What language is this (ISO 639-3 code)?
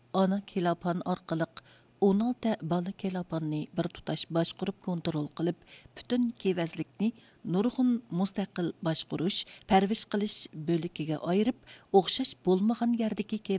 uig